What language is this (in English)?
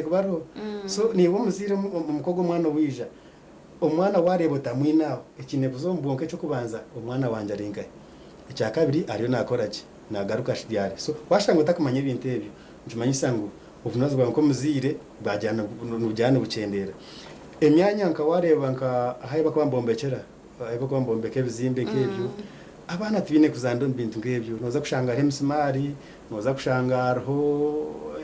Nyankole